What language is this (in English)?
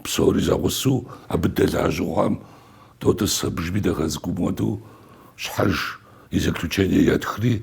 Kabardian